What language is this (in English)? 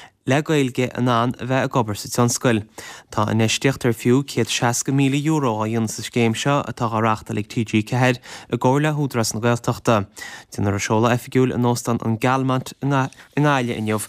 Irish